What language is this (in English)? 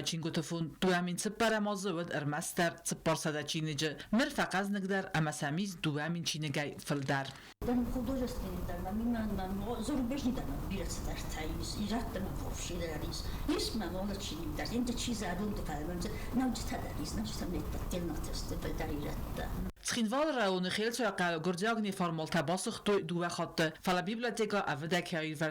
Ossetic